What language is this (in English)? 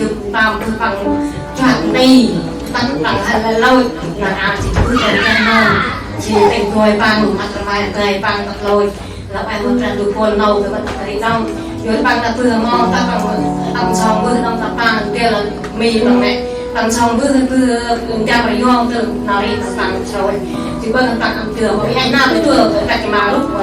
Central Mnong